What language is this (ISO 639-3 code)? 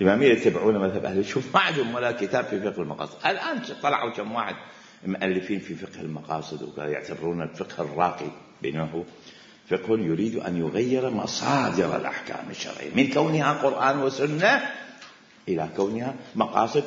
acm